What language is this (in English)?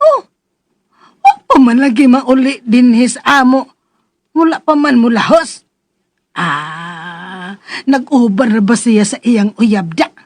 Cebuano